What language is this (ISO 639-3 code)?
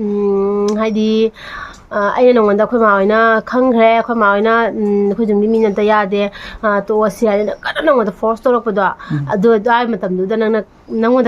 mni